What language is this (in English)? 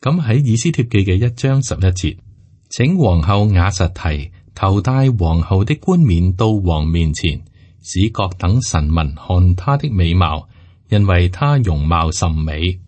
Cantonese